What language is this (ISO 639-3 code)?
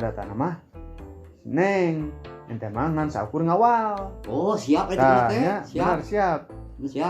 sun